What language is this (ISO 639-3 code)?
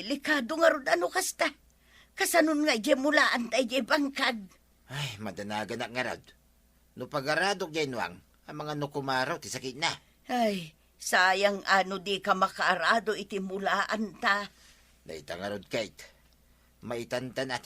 ilo